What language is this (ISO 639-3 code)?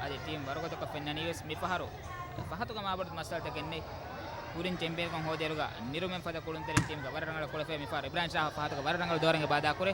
div